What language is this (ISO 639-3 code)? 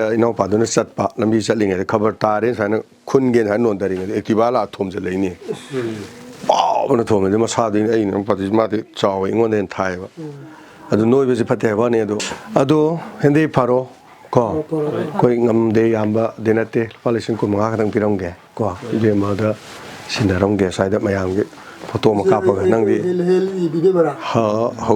mni